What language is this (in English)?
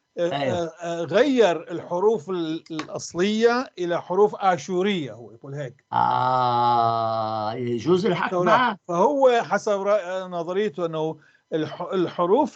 North Levantine Arabic